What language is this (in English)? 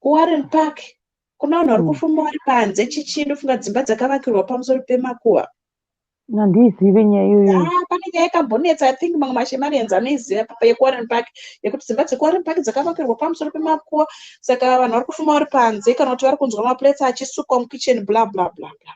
Shona